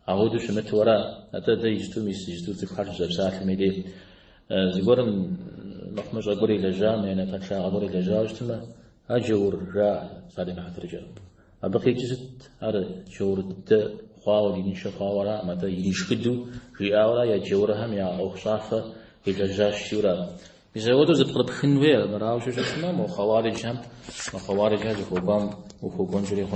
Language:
Kabardian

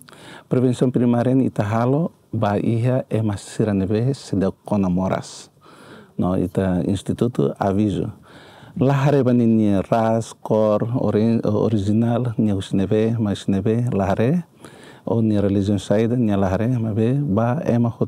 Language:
Tetum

